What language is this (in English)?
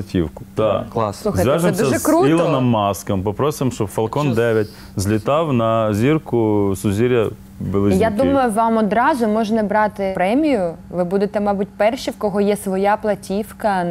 Ukrainian